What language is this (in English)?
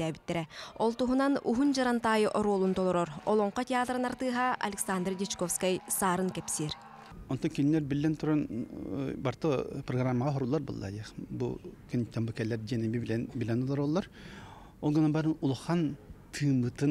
Yakut